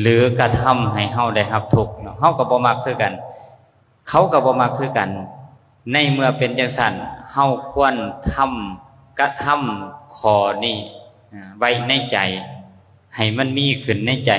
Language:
Lao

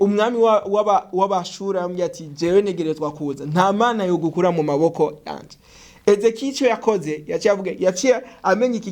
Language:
Rundi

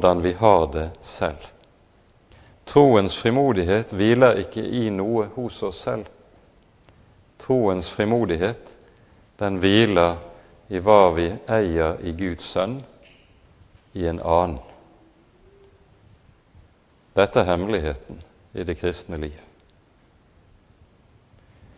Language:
Norwegian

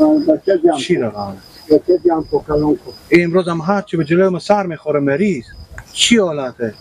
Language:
Persian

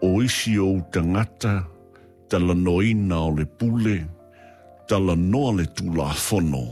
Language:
Samoan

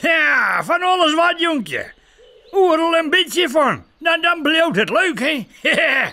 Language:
Western Frisian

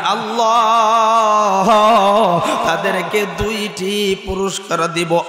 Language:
Bangla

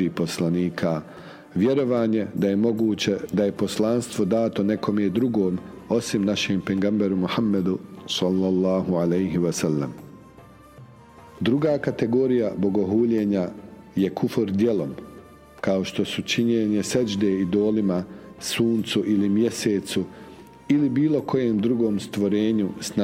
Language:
Bosnian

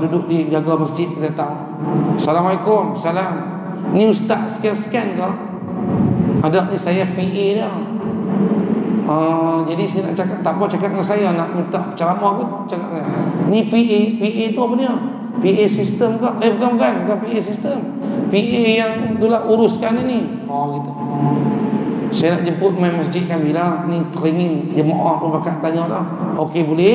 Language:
Malay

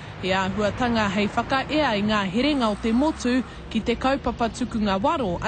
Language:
Māori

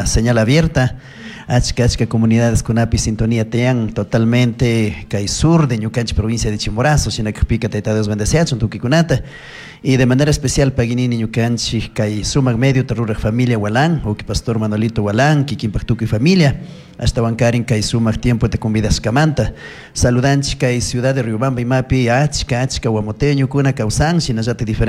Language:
Chimborazo Highland Quichua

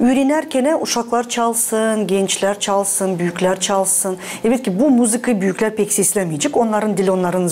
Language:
Gagauz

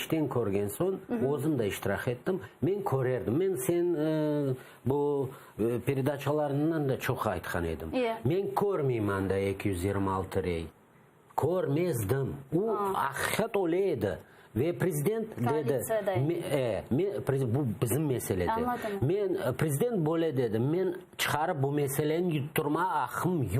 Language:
Crimean Tatar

